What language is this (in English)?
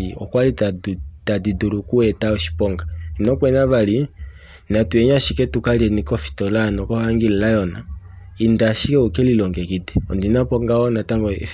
Kuanyama